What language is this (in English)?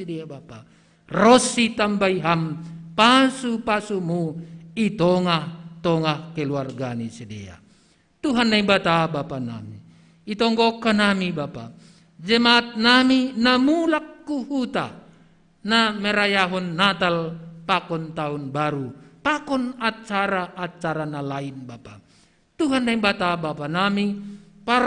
Batak Simalungun